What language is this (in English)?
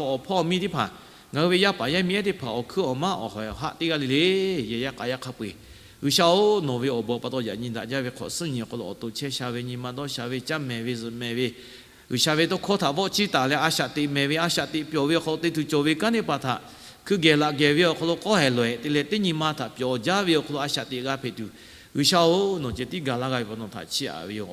Lahu